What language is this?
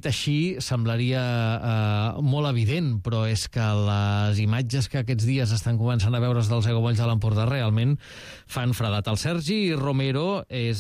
Catalan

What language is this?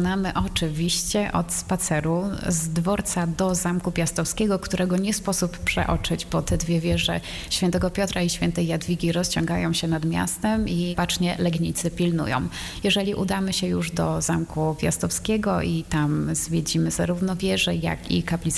Polish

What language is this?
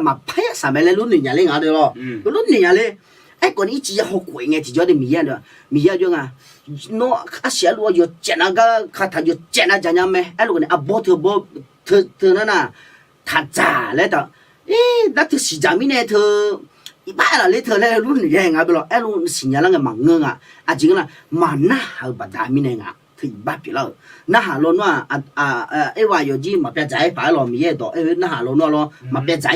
Akha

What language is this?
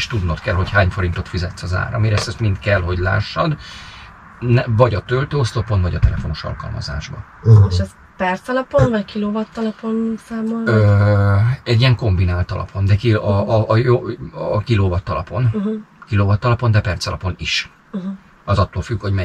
Hungarian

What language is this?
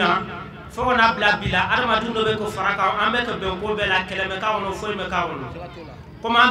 Bambara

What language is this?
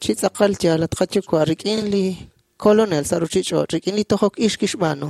Kekchí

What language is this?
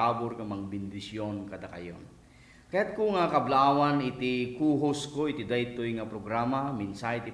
Iloko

